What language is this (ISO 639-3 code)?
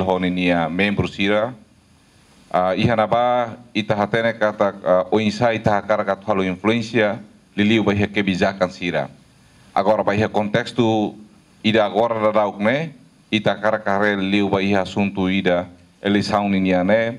tet